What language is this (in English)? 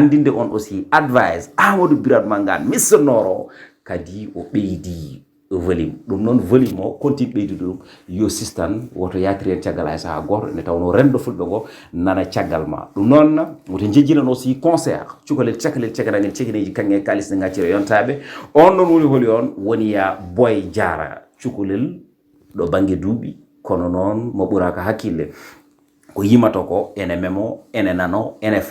Fula